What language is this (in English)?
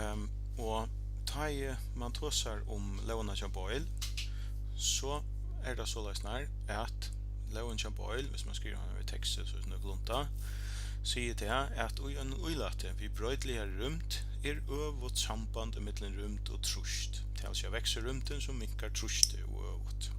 Faroese